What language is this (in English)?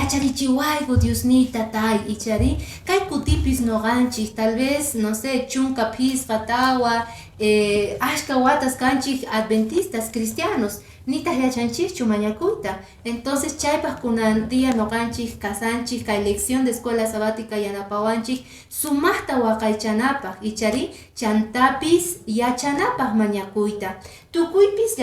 Quechua